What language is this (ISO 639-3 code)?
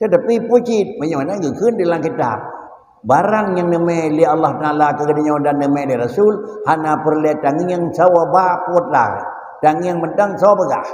ace